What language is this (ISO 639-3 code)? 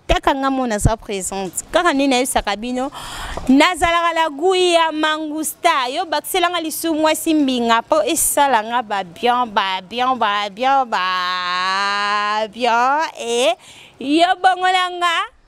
lin